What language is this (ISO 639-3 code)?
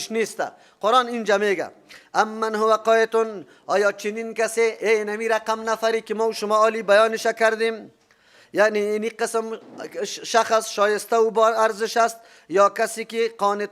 fas